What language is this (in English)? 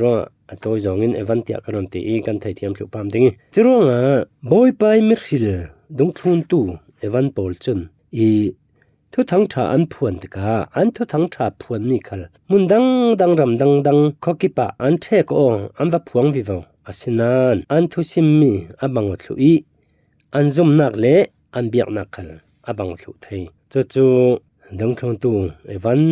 Falam Chin